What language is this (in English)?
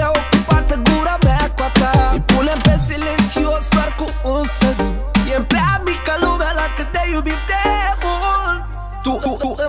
Romanian